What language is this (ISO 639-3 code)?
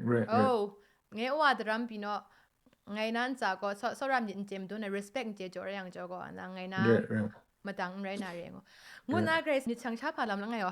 kac